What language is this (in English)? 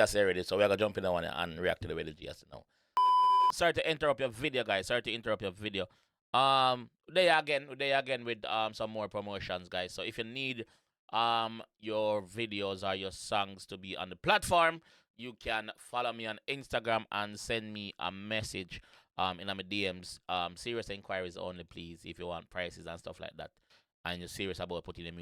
Jamaican Creole English